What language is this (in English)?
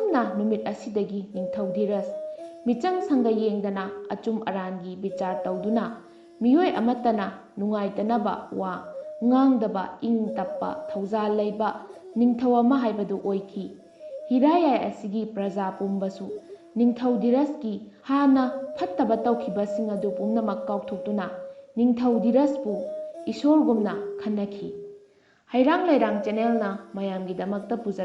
Manipuri